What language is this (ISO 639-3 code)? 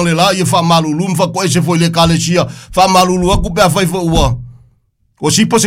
smo